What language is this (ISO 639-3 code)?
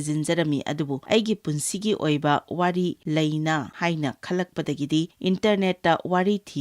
mni